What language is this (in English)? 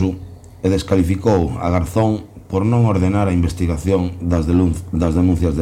Galician